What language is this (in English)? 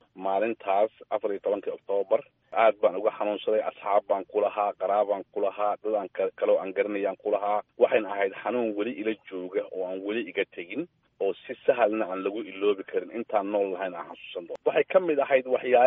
Somali